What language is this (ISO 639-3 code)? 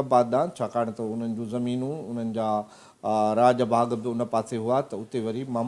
snd